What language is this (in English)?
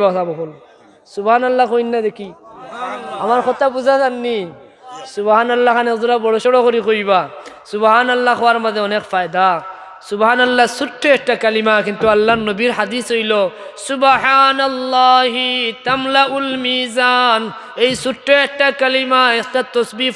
Sylheti